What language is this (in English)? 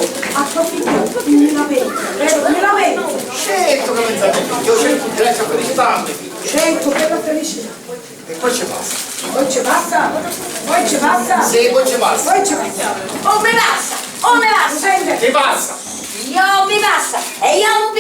Sicilian